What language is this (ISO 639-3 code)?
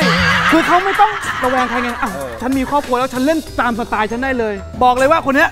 tha